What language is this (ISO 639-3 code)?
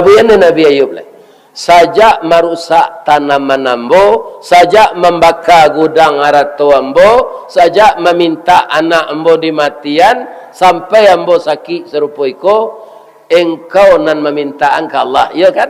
min